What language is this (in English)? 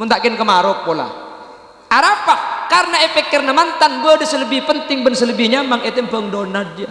Madurese